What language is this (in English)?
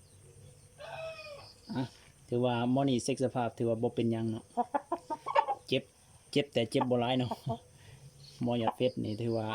Lao